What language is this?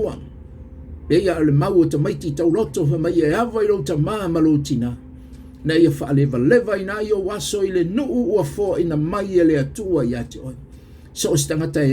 Samoan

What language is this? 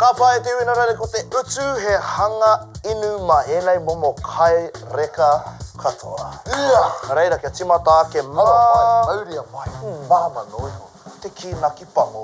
Māori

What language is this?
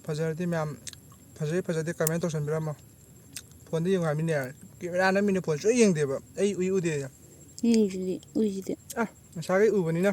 Manipuri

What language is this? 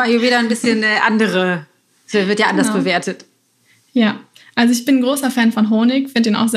German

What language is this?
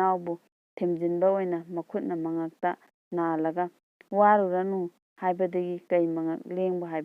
Manipuri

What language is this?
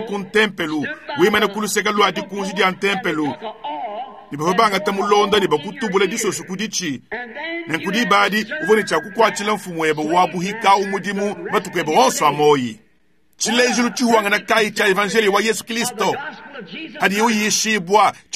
Luba-Lulua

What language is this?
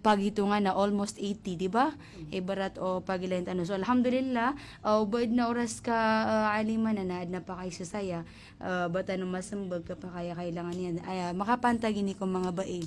Maranao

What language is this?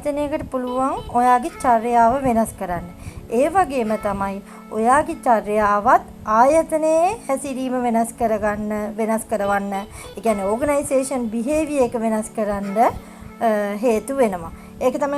Sinhala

